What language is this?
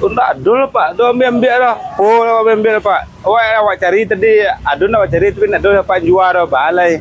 Minangkabau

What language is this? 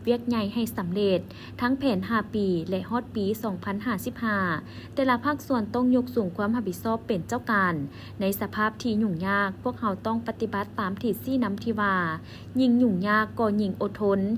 Lao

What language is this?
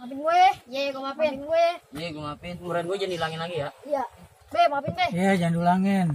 Betawi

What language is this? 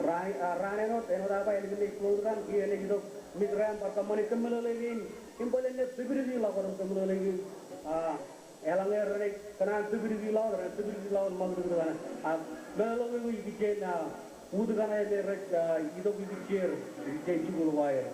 Marshallese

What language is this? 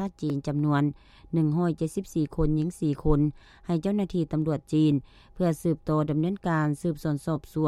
Lao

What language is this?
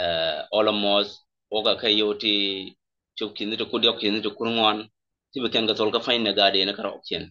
Nuer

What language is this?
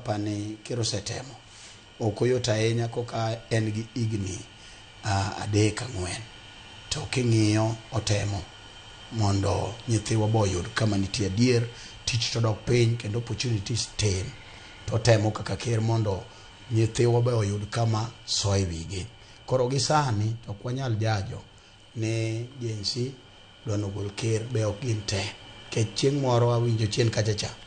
Luo (Kenya and Tanzania)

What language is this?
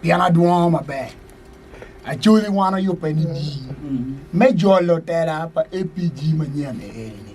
Acoli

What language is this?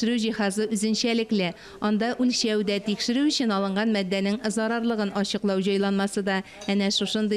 Tatar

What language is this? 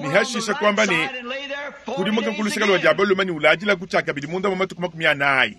Luba-Lulua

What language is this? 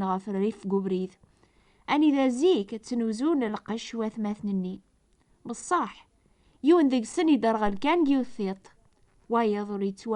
Kabyle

